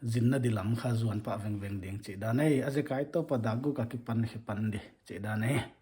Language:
Paite Chin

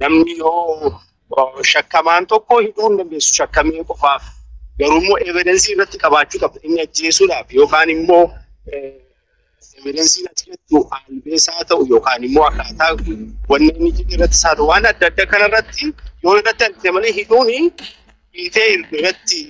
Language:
Oromo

